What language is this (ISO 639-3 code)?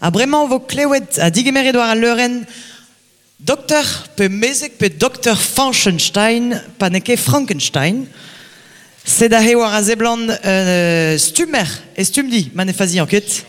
bre